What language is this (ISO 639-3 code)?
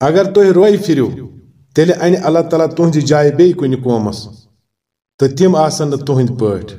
kas